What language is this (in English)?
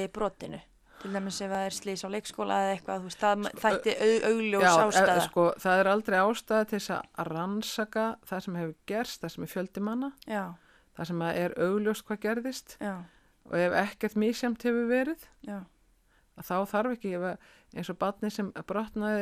Icelandic